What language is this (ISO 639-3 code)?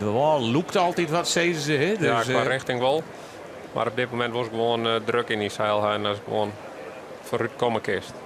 fry